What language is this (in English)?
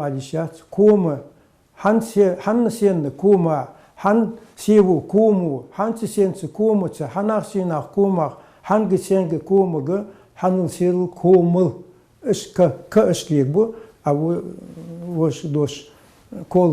Ingush